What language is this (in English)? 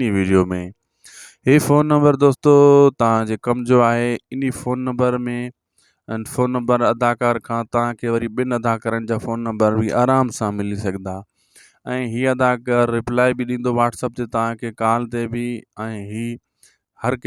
Sindhi